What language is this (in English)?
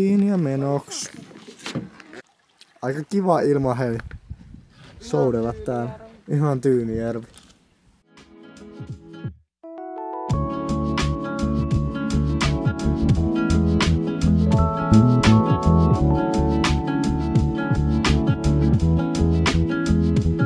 Finnish